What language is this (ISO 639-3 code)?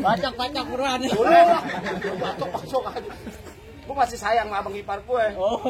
bew